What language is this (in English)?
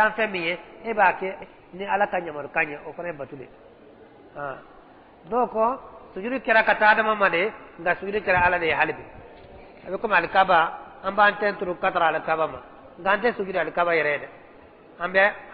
Bambara